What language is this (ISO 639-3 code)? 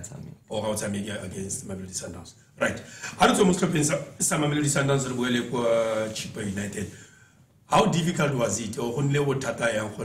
tsn